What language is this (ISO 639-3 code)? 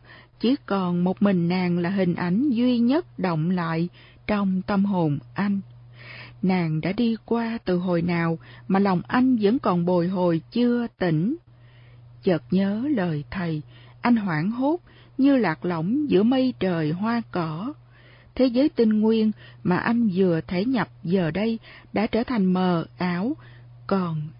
vie